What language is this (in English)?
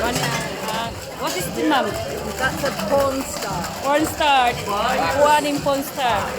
Cebuano